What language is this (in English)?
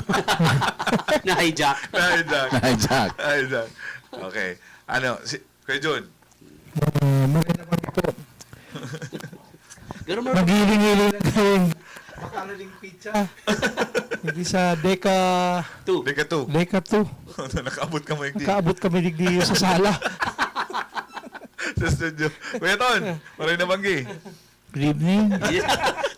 Bikol